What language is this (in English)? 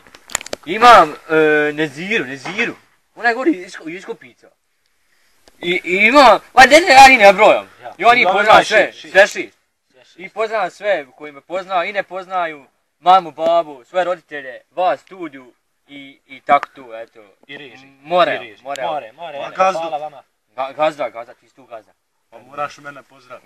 Bosnian